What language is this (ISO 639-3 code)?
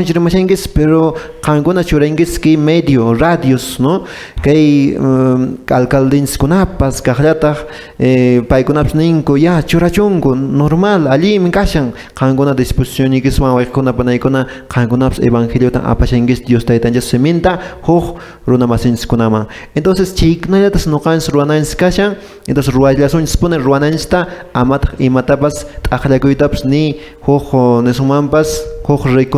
que